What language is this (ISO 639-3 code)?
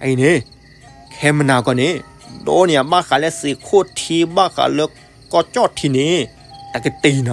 ksw